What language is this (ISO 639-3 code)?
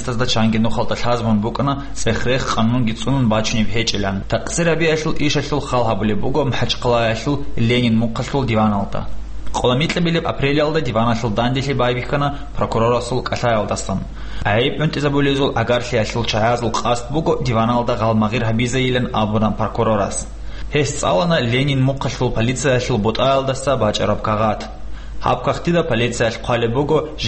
ava